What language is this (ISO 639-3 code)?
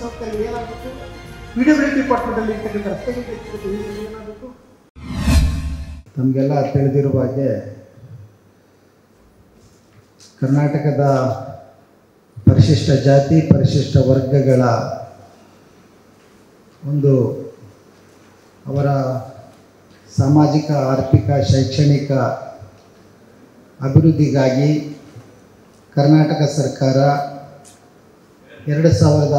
kan